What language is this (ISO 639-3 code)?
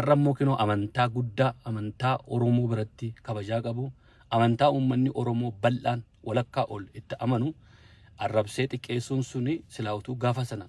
orm